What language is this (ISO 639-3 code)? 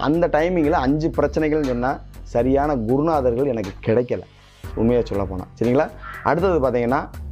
tam